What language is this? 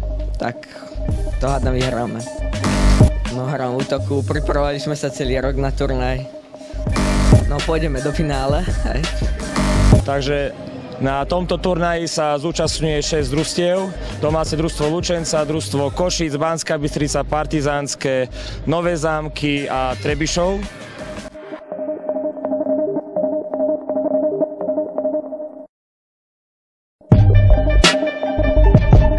Slovak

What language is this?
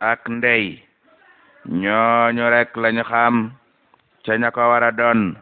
Wolof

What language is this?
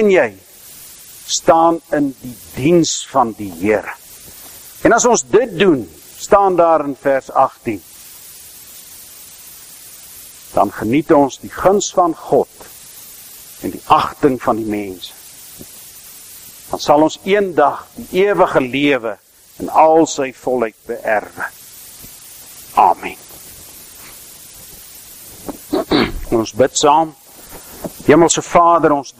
Afrikaans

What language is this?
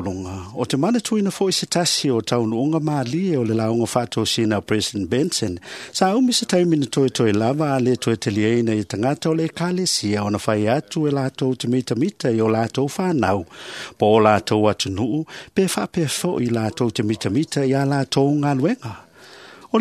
Samoan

